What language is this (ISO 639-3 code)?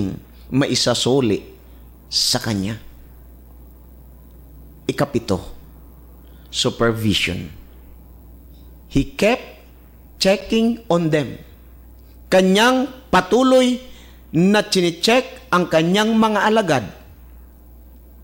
fil